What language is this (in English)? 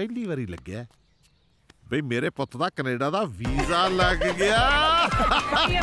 Punjabi